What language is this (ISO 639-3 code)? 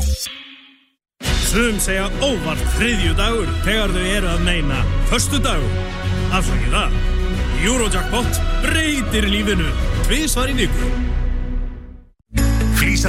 isl